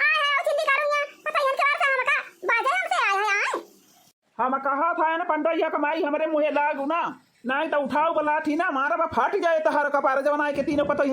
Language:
Awadhi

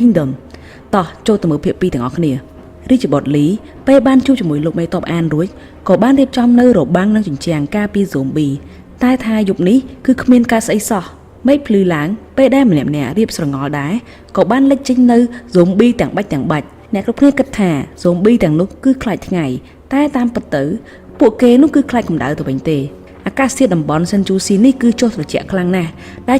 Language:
Khmer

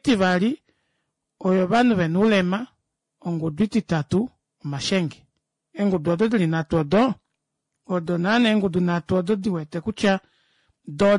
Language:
Kuanyama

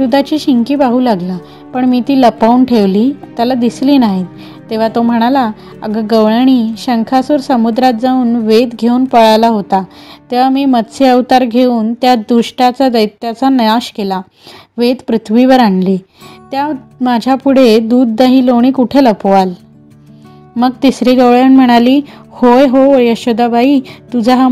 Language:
Marathi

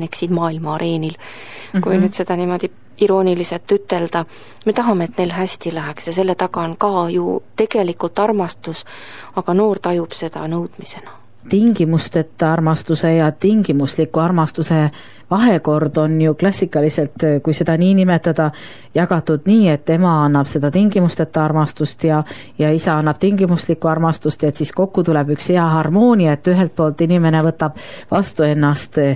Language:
Estonian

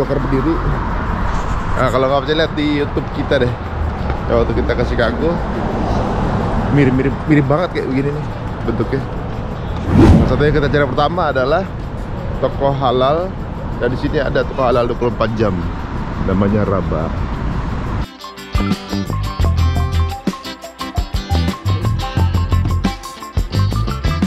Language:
Indonesian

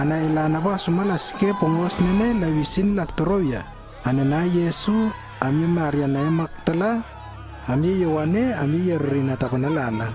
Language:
Lewo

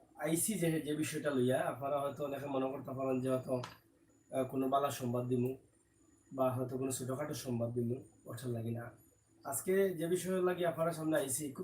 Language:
Sylheti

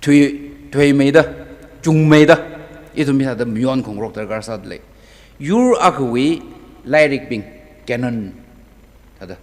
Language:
Tangkhul Naga (India)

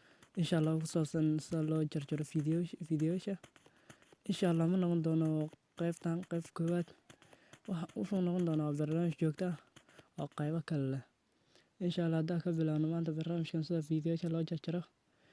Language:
Somali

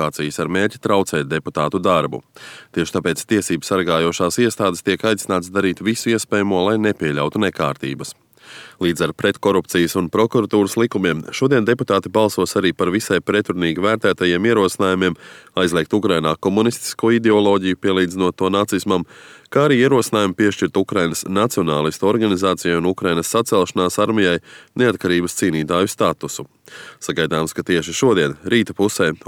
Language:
Latvian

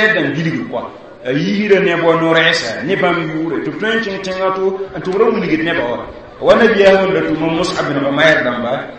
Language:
Mossi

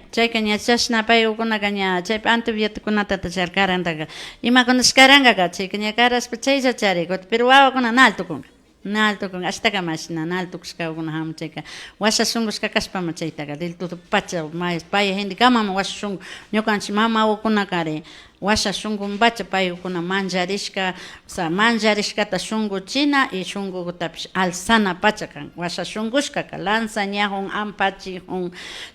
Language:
Imbabura Highland Quichua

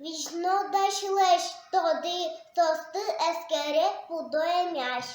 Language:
Udmurt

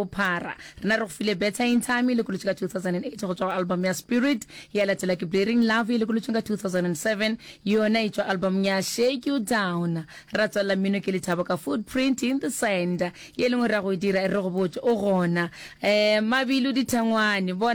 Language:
Northern Sotho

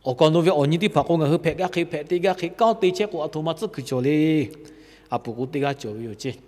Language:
Lahu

